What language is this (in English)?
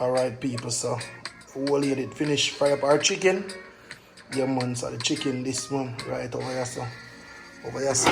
Jamaican Creole English